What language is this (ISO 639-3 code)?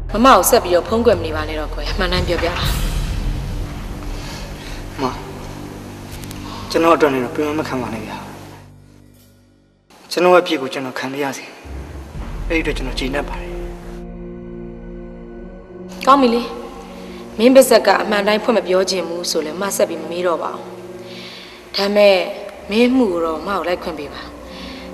mya